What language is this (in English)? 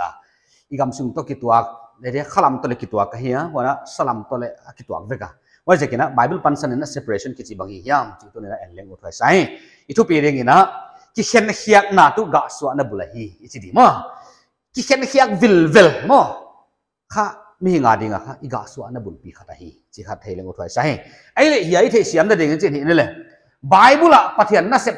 Paite Chin